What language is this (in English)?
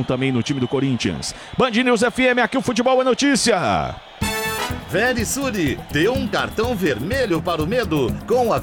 Portuguese